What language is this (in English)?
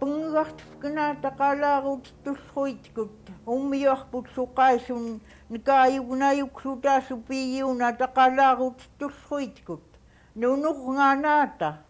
Central Yupik